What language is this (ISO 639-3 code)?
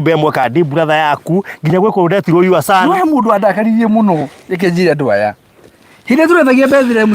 kik